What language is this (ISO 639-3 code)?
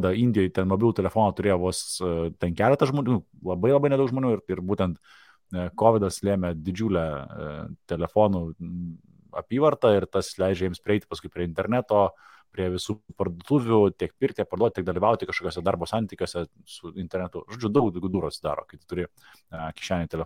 lit